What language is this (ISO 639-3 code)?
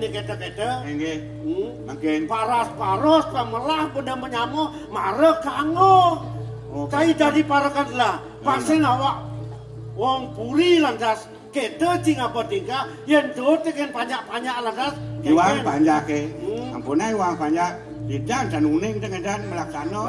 ban